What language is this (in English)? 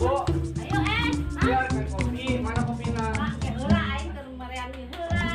Sundanese